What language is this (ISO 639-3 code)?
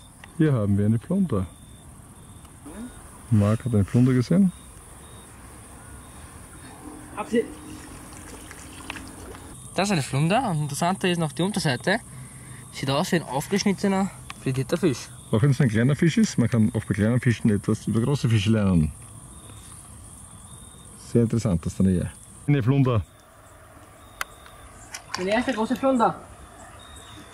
deu